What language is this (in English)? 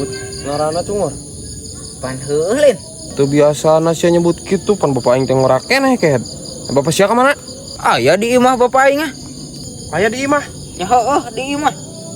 Sundanese